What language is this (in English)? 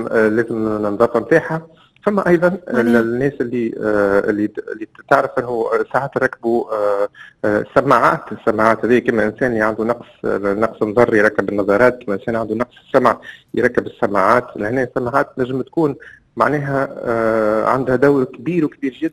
Tunisian Arabic